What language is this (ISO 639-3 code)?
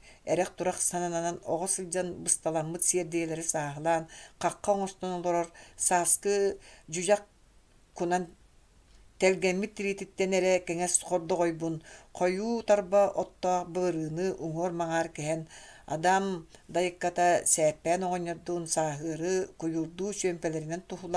sah